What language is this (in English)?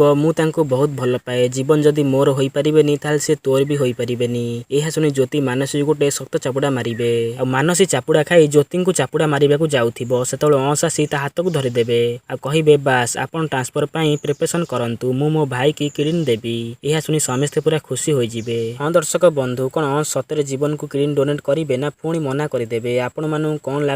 Odia